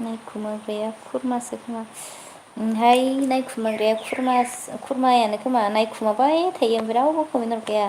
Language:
Bodo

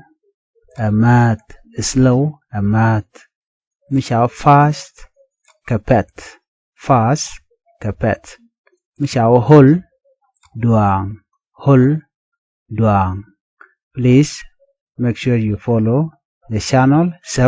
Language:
Nuer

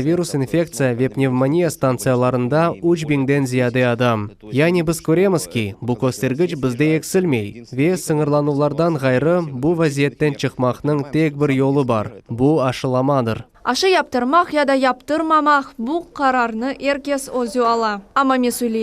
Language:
Crimean Tatar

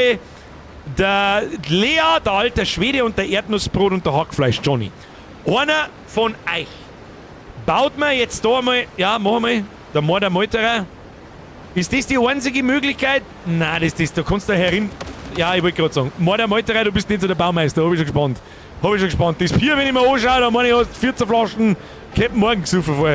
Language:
Bavarian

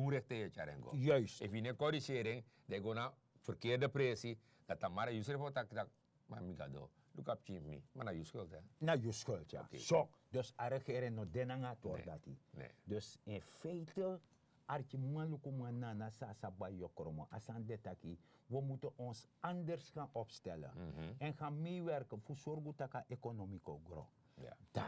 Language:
Sranan Tongo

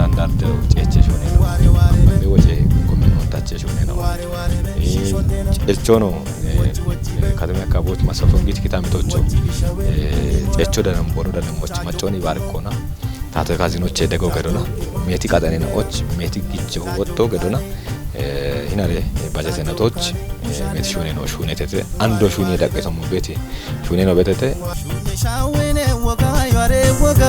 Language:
Kafa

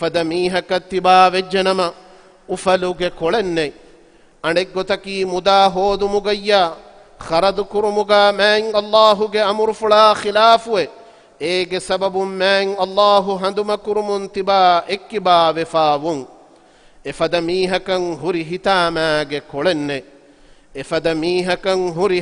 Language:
Divehi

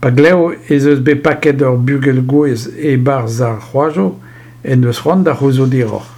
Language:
Breton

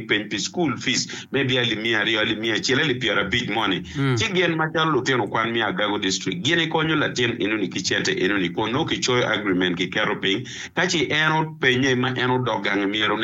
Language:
Acoli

